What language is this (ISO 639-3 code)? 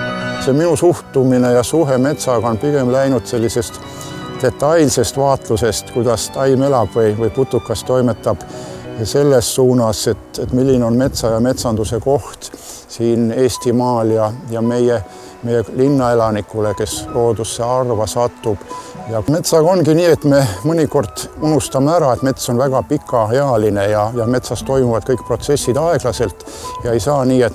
est